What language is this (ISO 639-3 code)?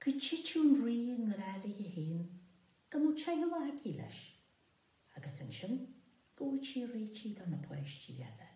gle